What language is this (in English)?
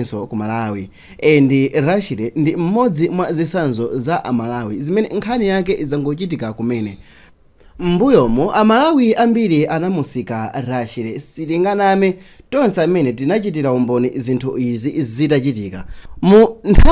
Nyanja